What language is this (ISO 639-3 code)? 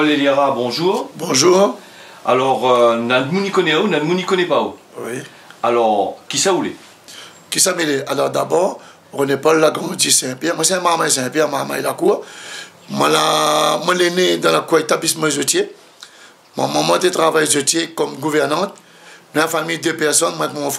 rcf